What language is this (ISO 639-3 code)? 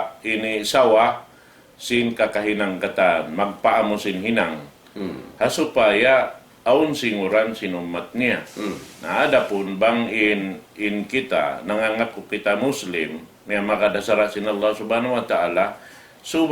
tsg